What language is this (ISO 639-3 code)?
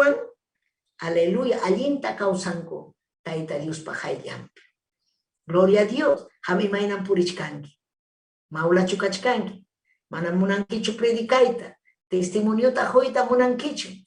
quy